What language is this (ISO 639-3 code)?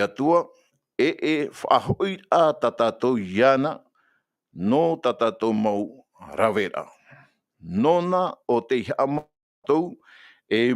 tah